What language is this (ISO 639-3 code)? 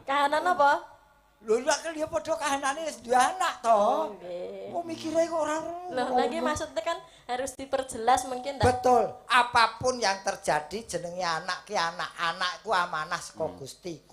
jav